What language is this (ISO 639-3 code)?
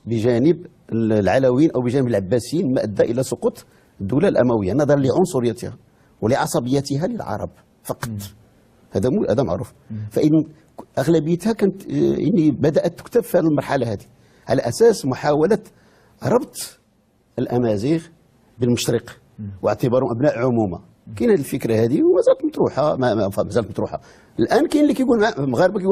ary